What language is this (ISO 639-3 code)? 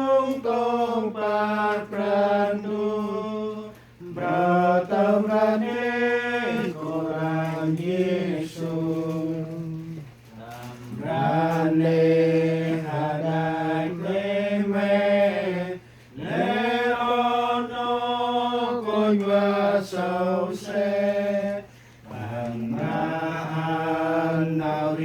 cmo